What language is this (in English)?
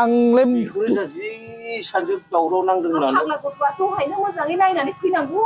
Bodo